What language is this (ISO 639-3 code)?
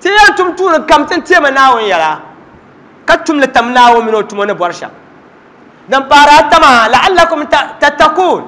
dag